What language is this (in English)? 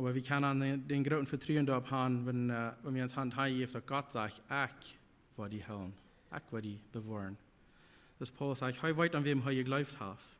Plautdietsch